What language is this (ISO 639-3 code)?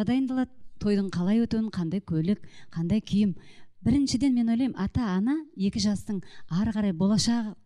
kaz